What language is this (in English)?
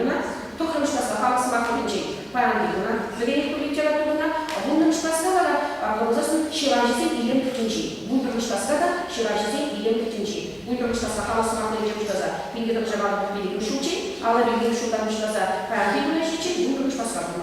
Chuvash